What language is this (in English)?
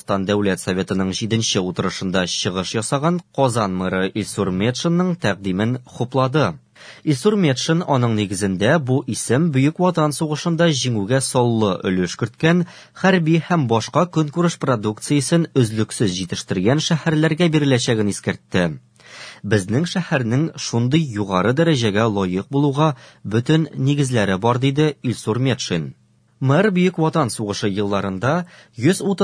Tatar